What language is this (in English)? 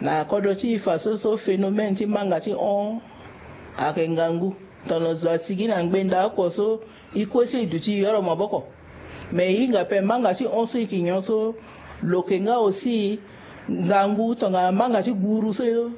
Sango